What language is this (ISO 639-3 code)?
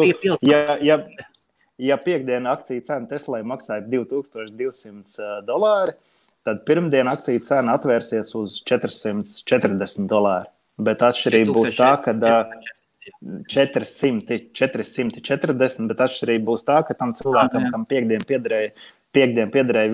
lav